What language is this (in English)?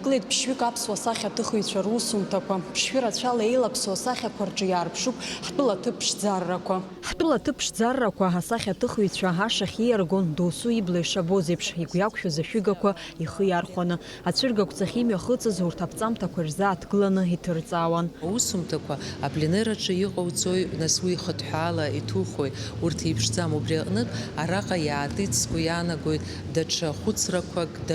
Abkhazian